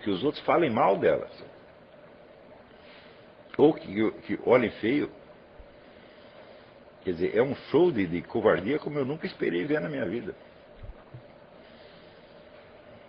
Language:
Portuguese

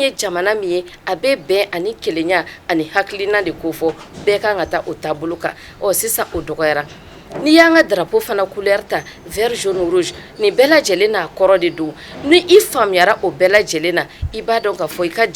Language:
Bambara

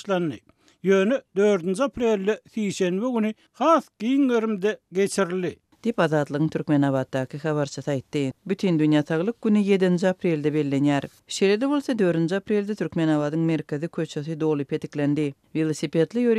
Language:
Turkmen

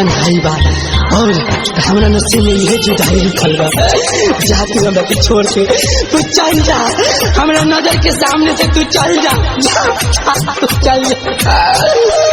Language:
Bhojpuri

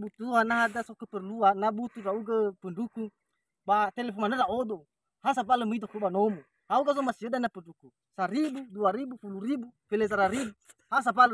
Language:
Nias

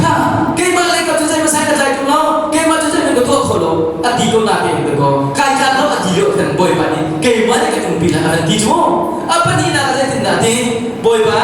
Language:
Hakha Chin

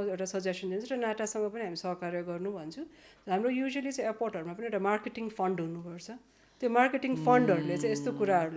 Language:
Nepali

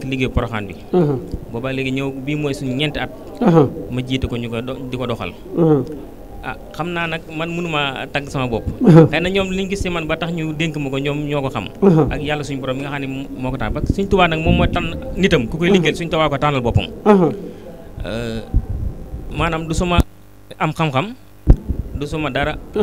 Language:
Wolof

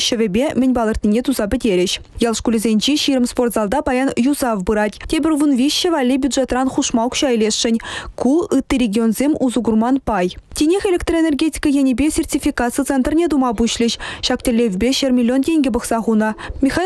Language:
Chuvash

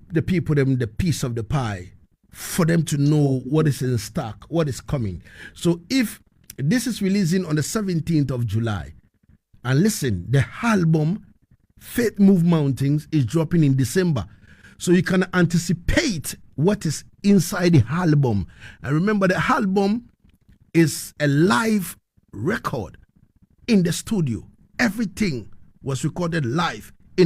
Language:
Jamaican Creole English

